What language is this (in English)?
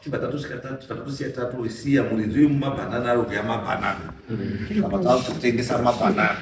Shona